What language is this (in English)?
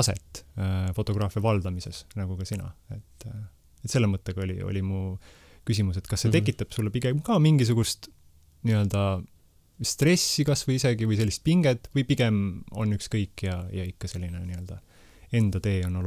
Estonian